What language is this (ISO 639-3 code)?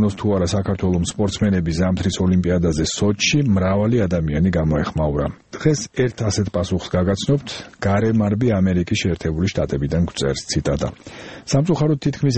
kat